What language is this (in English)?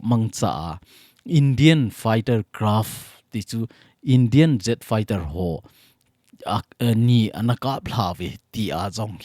Thado Chin